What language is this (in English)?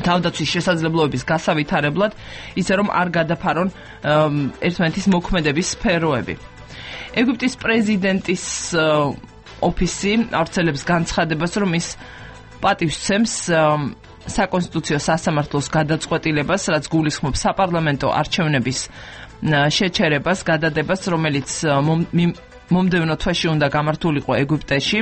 Georgian